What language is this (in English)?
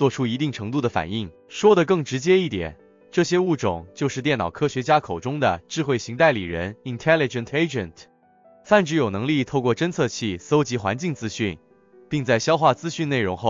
Chinese